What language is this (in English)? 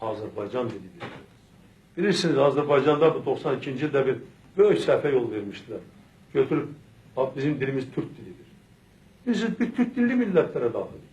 Azerbaijani